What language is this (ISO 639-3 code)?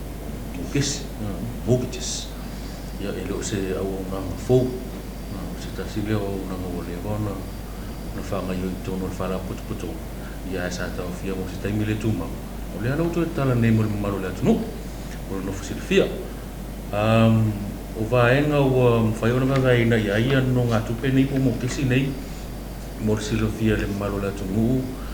smo